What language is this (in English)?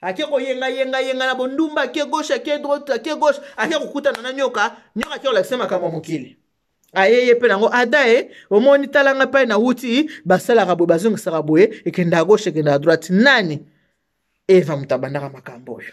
Lingala